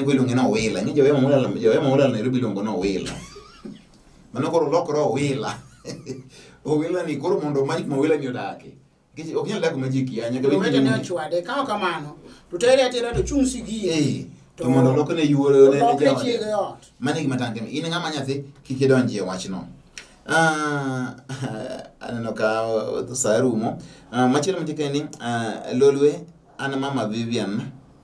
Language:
Luo (Kenya and Tanzania)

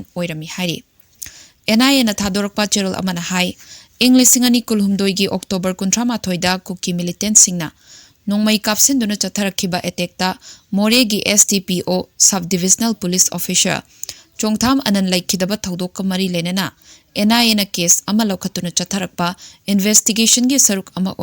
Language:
Manipuri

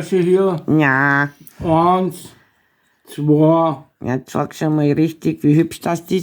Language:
Bavarian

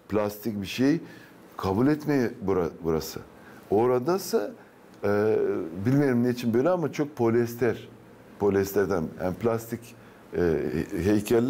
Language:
Gagauz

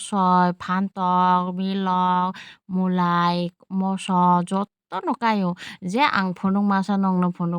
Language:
Kok Borok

